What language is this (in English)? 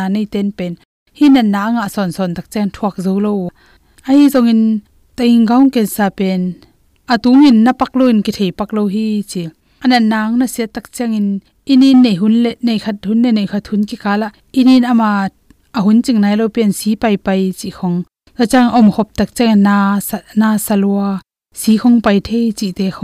Tedim Chin